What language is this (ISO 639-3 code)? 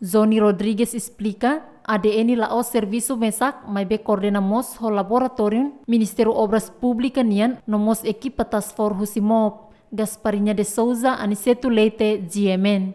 tet